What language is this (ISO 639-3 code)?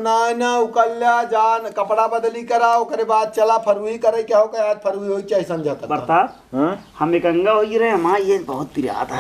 awa